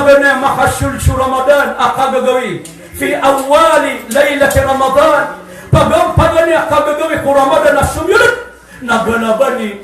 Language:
Maranao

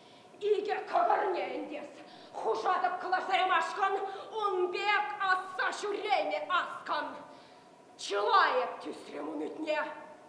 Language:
Chuvash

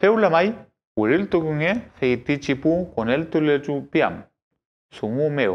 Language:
Mapuche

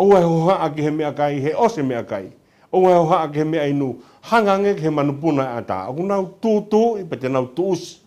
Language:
Tongan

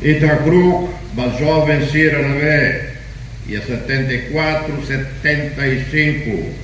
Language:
Tetum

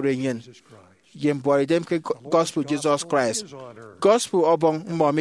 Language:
Efik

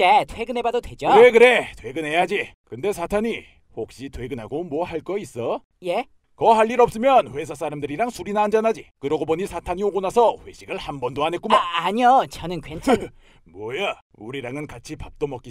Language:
Korean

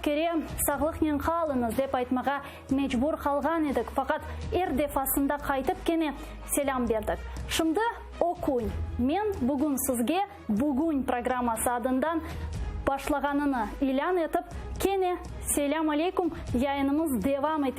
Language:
Crimean Tatar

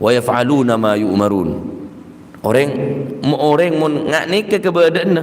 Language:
Madurese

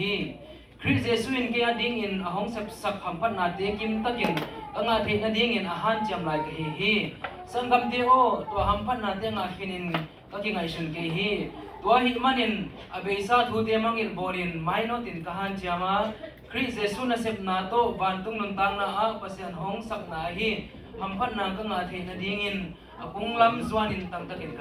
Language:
Tedim Chin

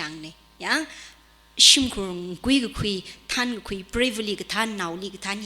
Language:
Tangkhul Naga (India)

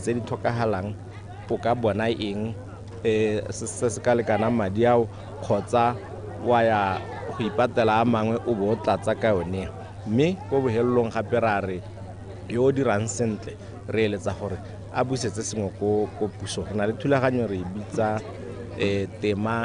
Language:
Tswana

